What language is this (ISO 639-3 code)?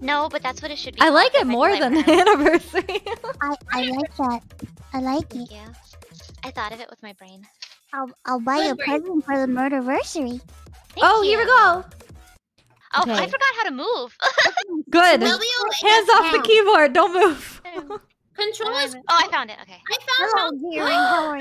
eng